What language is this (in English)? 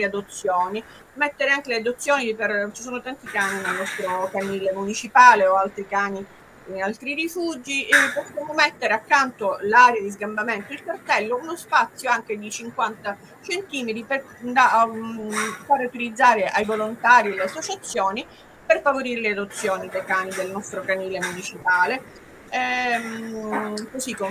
Italian